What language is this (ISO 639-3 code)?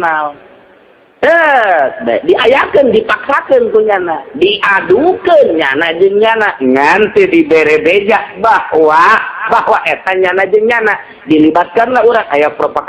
sun